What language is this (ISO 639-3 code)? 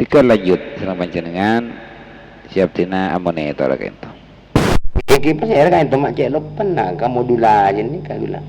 mad